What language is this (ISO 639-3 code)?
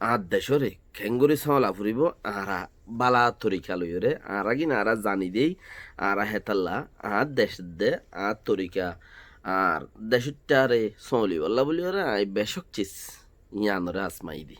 rhg